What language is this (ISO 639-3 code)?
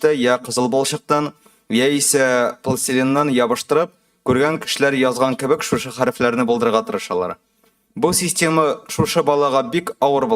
tat